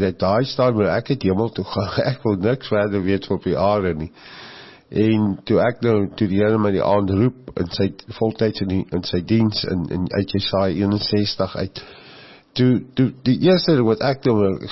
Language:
Afrikaans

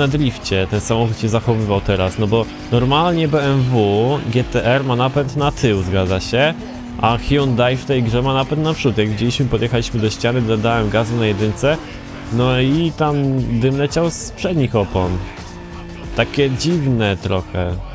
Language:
Polish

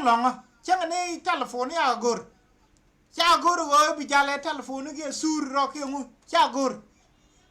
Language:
Nuer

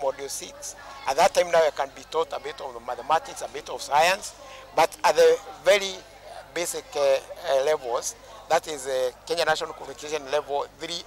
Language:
Kamba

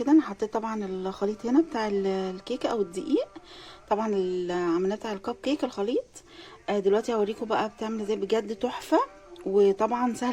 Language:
Egyptian Arabic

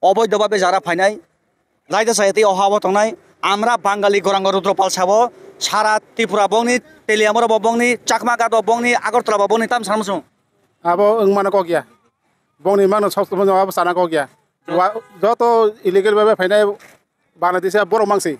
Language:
Kok Borok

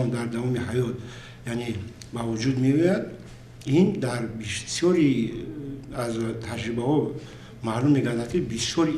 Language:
Tajik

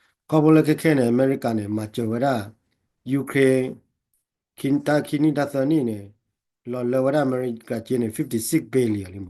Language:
S'gaw Karen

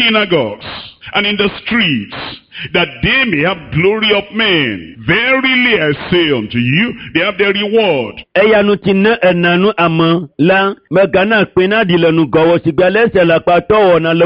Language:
Ewe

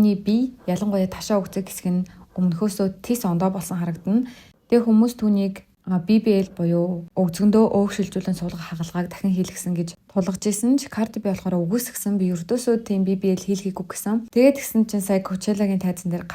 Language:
Mongolian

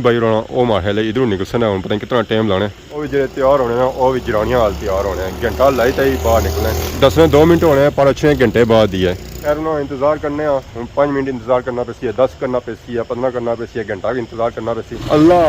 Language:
Pahari-Potwari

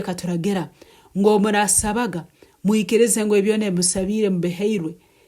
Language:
Nyankole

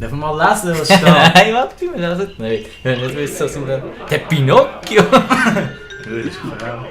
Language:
Swiss German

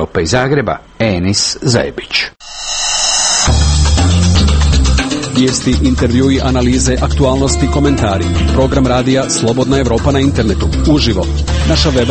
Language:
Croatian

